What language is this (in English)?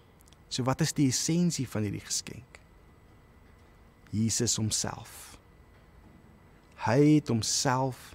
Afrikaans